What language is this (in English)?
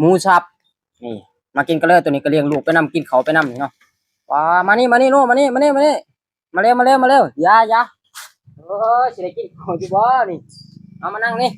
Lao